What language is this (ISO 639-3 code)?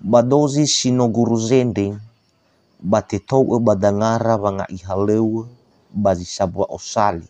nia